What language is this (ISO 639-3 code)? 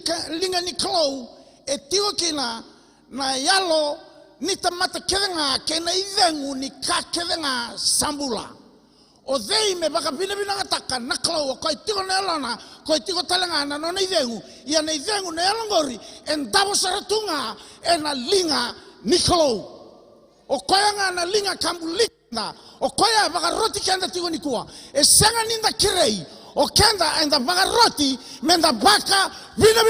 fij